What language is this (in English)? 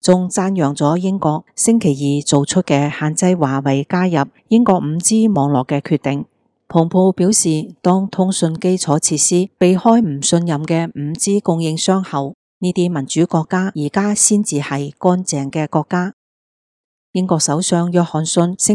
Cantonese